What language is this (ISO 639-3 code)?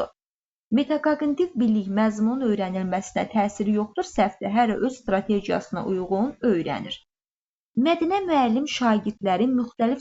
aze